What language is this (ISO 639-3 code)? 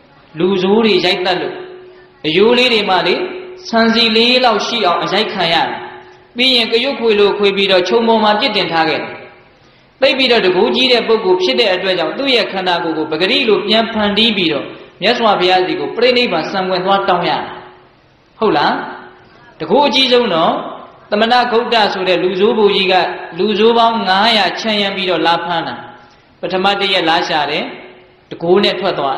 mya